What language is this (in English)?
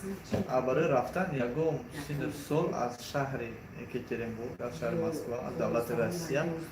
Tajik